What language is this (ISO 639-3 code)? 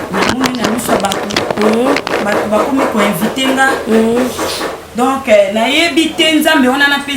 lin